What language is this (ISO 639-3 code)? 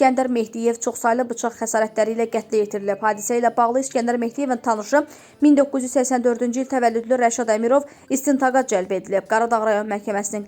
aze